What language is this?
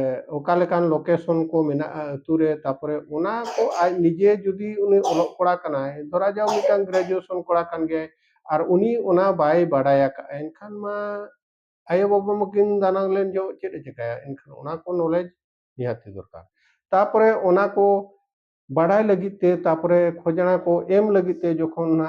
Santali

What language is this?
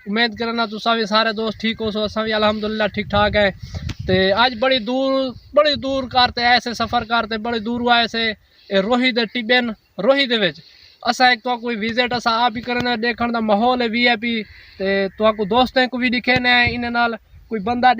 Saraiki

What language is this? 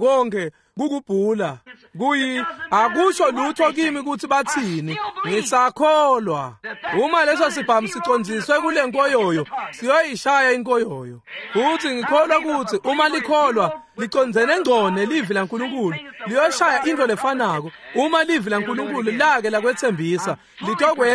Swati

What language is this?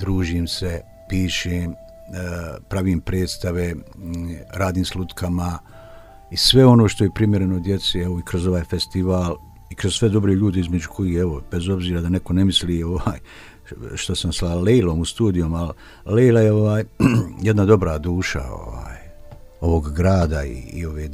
Bosnian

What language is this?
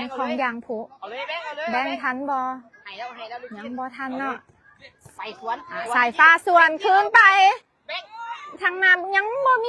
Lao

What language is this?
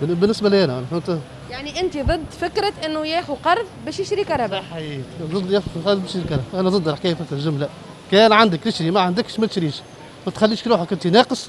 Tunisian Arabic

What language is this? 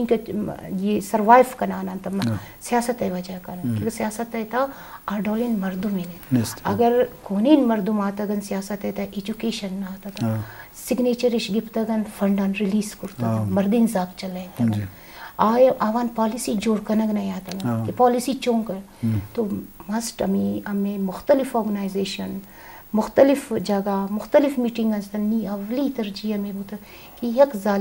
Eastern Balochi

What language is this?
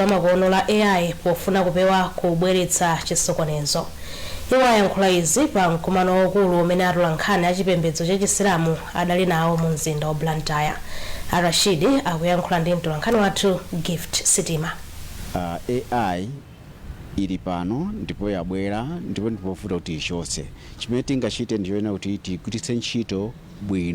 Nyanja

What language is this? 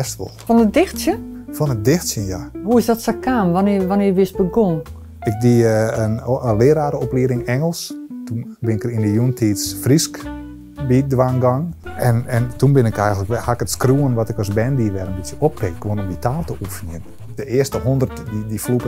Western Frisian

